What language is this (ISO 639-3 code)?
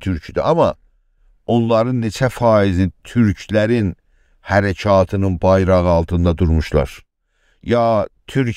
azb